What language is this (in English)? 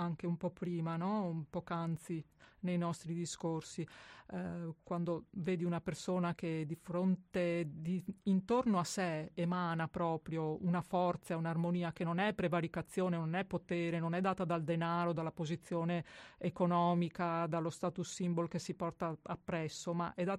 Italian